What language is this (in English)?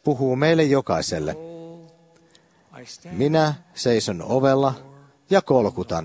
Finnish